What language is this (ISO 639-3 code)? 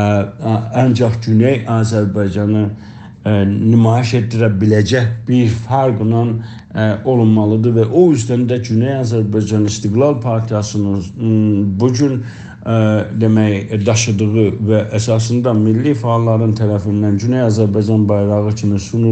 azb